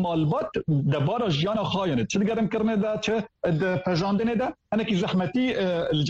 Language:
Kurdish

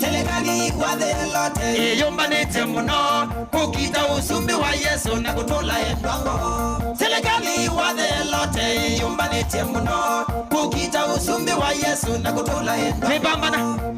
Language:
Kamba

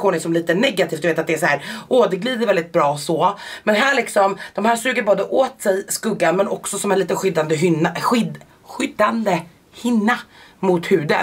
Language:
Swedish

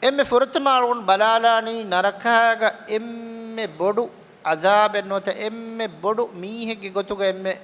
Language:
Divehi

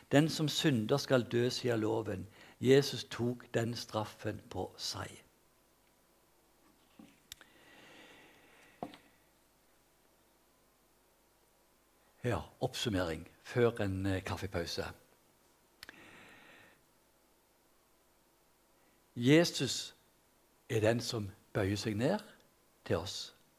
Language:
Norwegian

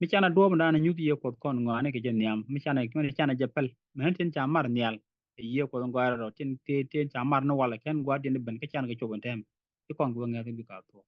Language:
Nuer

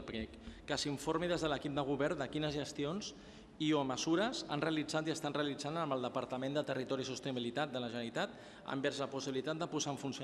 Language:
Catalan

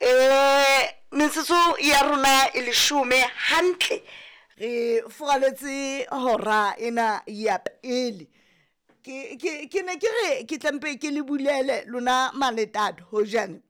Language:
Southern Sotho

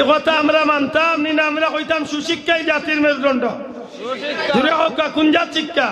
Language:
Sylheti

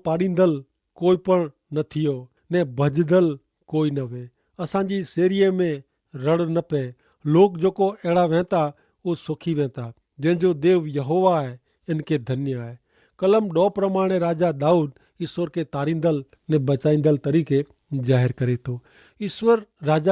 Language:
Kachhi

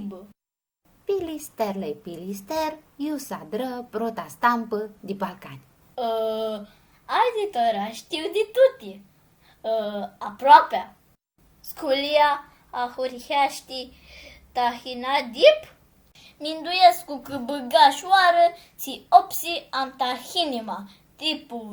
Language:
Aromanian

